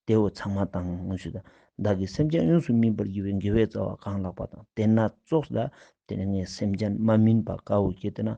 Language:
Ladakhi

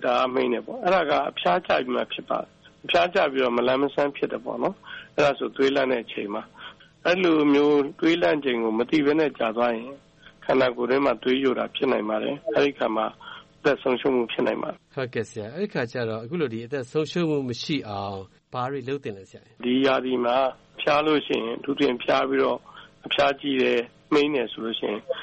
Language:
Burmese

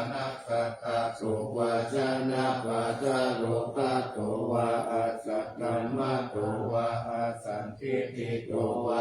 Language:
Pali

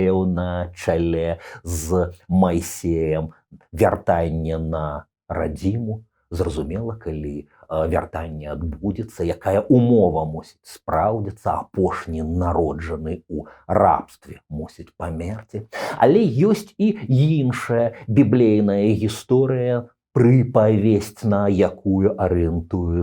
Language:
Belarusian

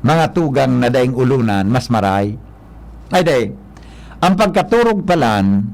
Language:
Bikol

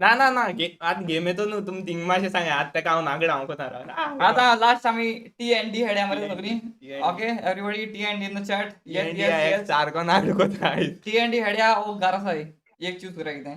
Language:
Konkani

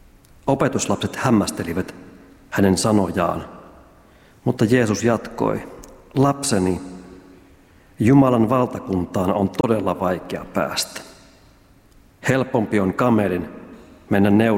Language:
Finnish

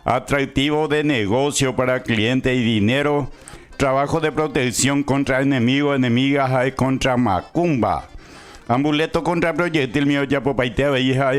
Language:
Guarani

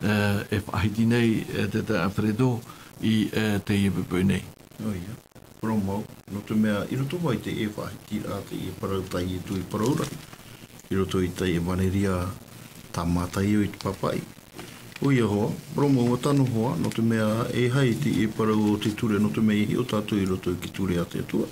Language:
Tahitian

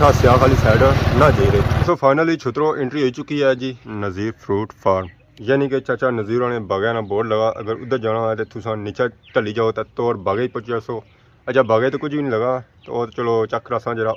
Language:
Pahari-Potwari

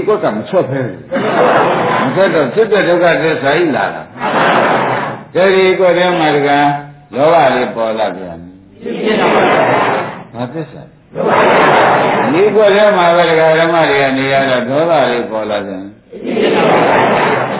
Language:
Burmese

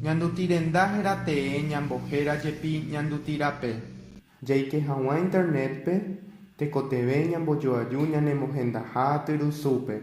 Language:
Guarani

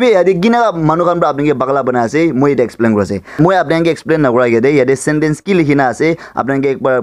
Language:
Naga Pidgin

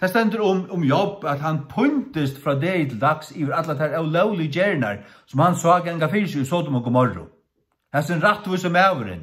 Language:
Faroese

